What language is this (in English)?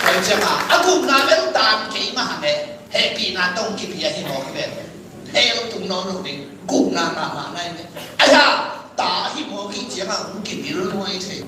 Tedim Chin